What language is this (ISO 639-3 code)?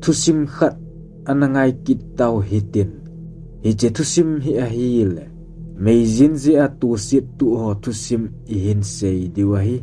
tcz